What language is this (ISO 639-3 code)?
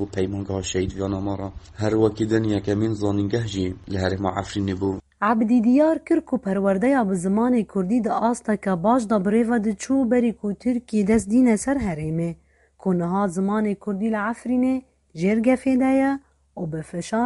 kur